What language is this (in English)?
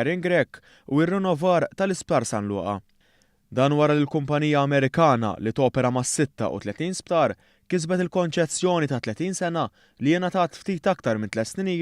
Maltese